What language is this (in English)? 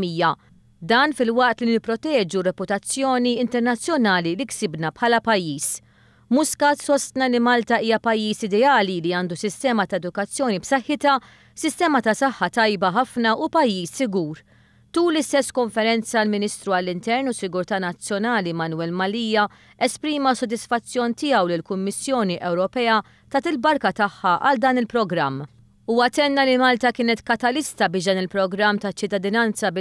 Maltese